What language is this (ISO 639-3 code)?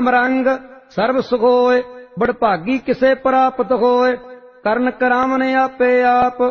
pan